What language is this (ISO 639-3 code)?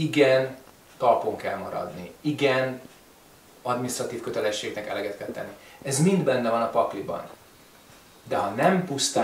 hun